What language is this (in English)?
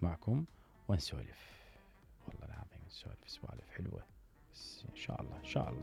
Mesopotamian Arabic